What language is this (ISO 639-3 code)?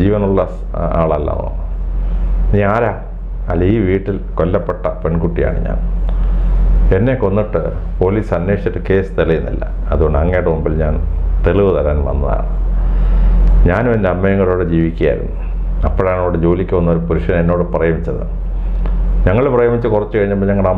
mal